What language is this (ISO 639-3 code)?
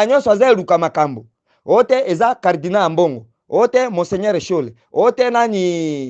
lin